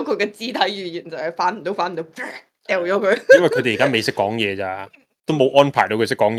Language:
Cantonese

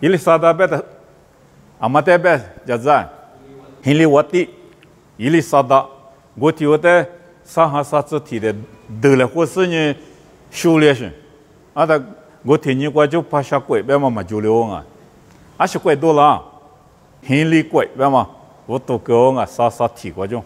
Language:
Lisu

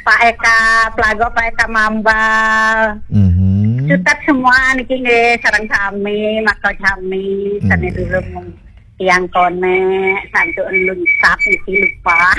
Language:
Balinese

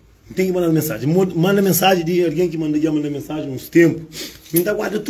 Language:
Kabuverdianu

